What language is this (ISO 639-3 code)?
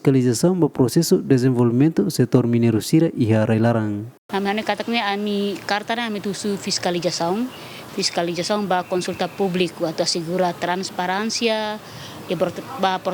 tet